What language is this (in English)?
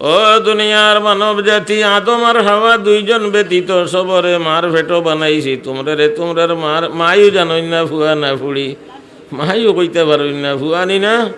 Sylheti